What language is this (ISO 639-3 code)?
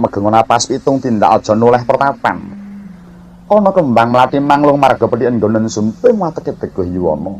jav